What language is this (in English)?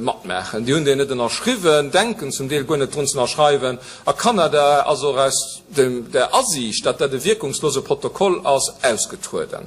Luxembourgish